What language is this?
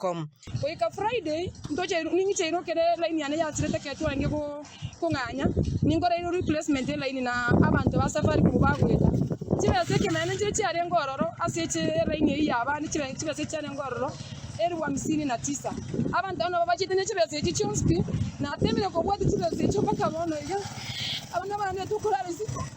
Gusii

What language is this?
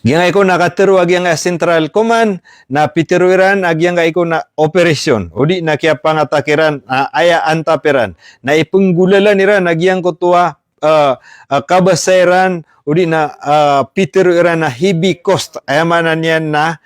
Maranao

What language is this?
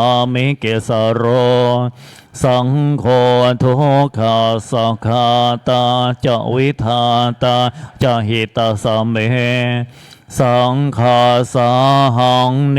Pali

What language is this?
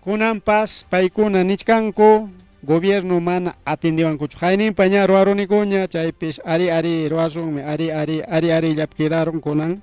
Ayacucho Quechua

